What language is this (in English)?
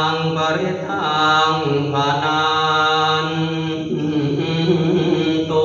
Pali